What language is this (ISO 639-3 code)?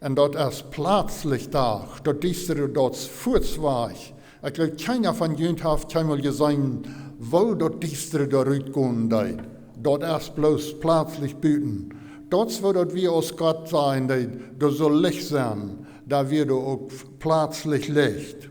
pdt